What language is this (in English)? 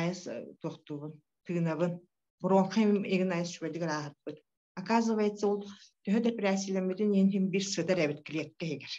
Yakut